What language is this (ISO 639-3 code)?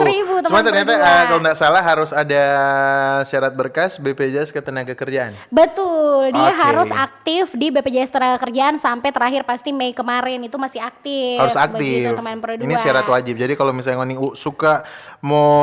xmm